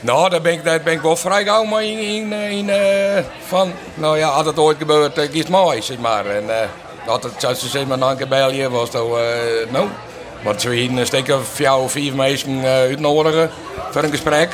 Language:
Western Frisian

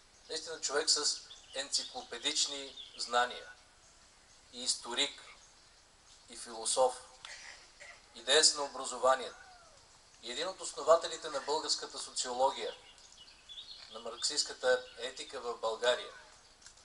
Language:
Bulgarian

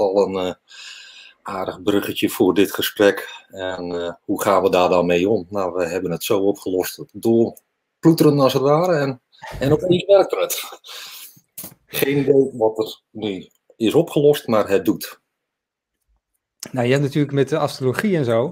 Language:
Dutch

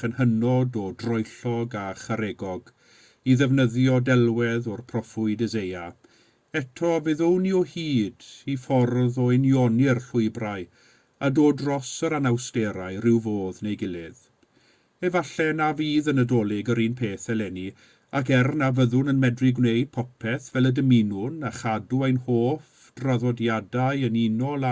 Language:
Welsh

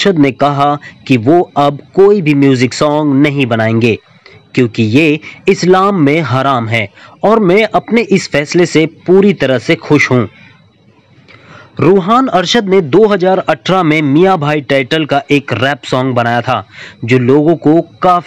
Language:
Hindi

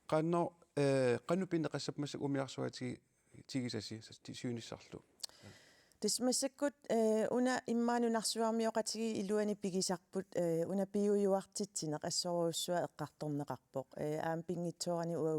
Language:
Kalaallisut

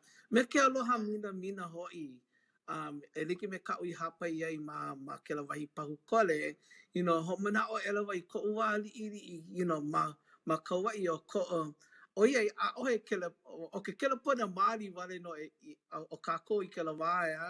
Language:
Hawaiian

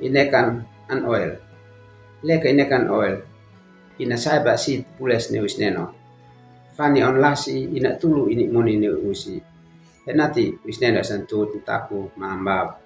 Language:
Uab Meto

